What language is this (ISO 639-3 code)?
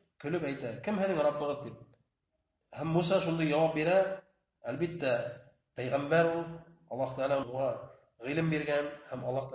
bak